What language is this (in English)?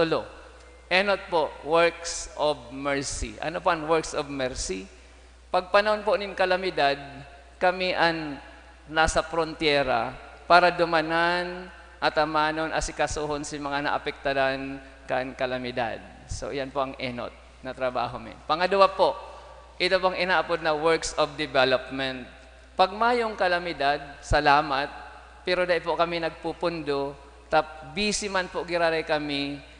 Bikol